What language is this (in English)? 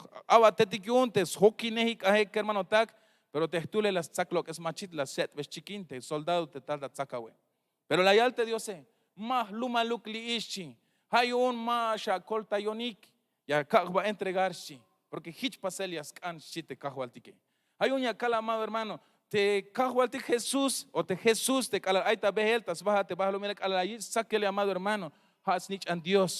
Tzeltal